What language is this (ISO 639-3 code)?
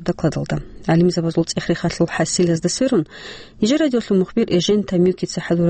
ava